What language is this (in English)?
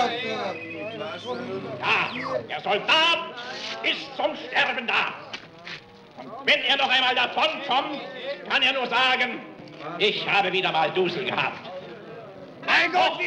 German